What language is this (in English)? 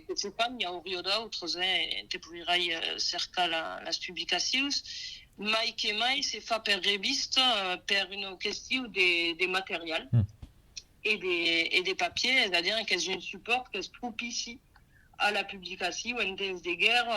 Occitan